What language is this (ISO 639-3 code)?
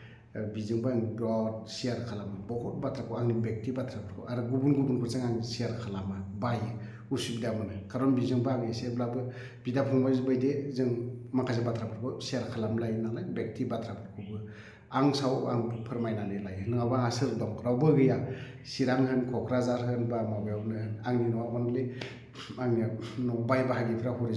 brx